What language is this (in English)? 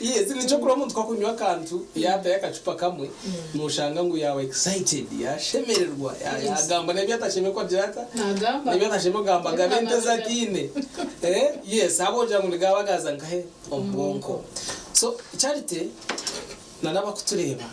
Nyankole